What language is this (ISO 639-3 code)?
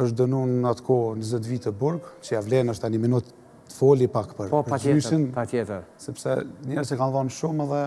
sqi